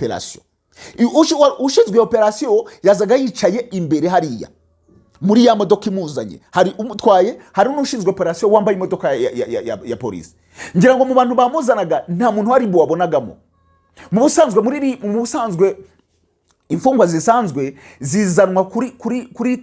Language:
Kinyarwanda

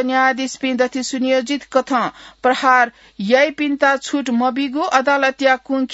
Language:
Newari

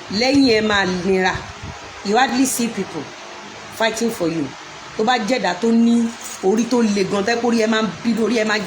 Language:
Yoruba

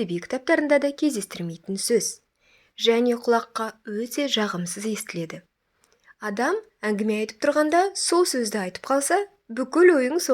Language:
Kazakh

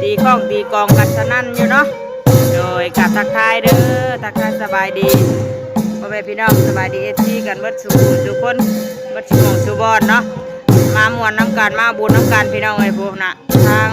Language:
Northeastern Thai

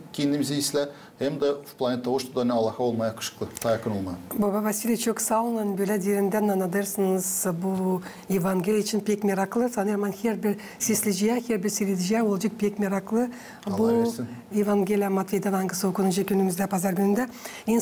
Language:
Gagauz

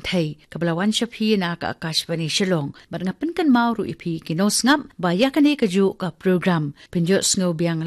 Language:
Khasi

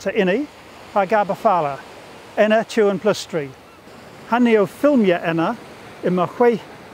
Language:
Cornish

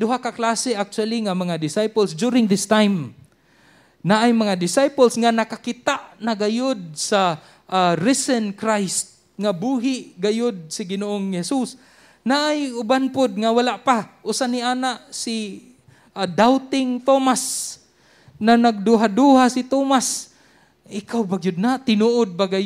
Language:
Cebuano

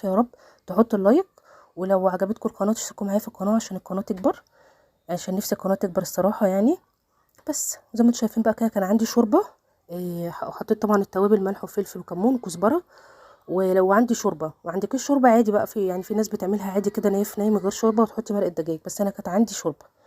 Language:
Egyptian Arabic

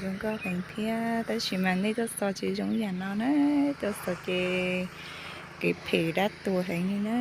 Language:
Hmong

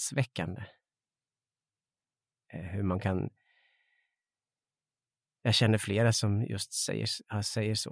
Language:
Swedish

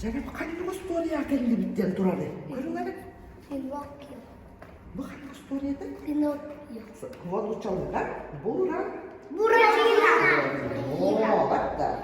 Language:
Yakut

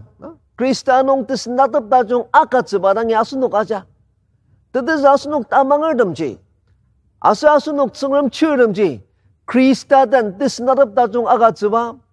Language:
Ao Naga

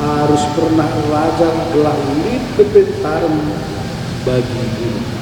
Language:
Batak Karo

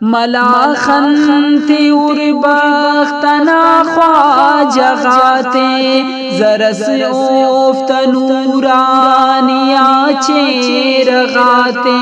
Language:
Brahui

